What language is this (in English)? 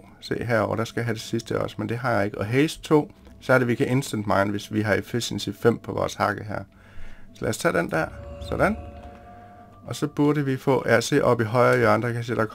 Danish